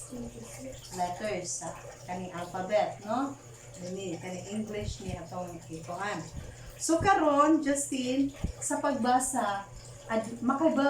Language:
Cebuano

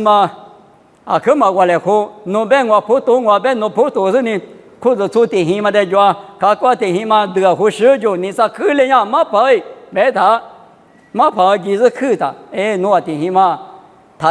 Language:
Lisu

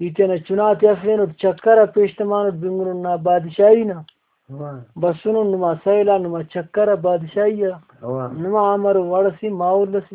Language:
Brahui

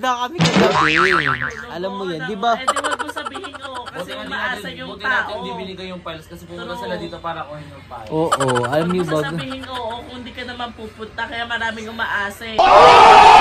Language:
Filipino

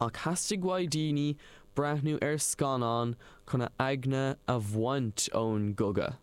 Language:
Irish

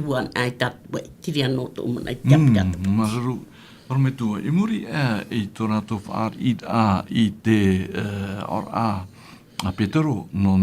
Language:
Tahitian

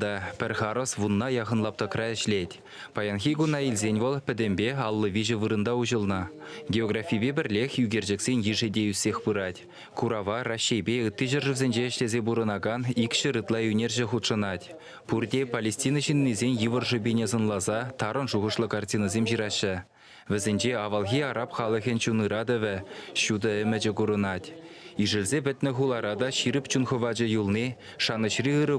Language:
Chuvash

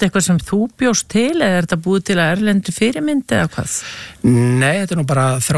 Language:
Icelandic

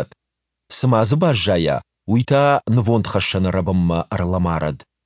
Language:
Ossetic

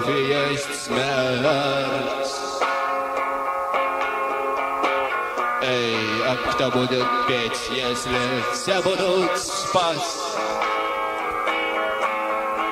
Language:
Russian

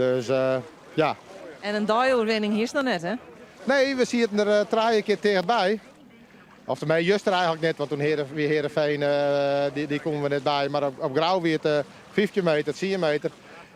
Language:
Western Frisian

